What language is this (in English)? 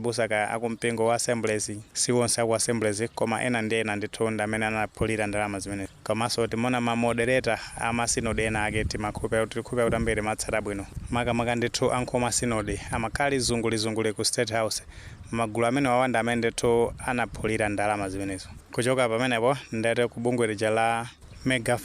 Nyanja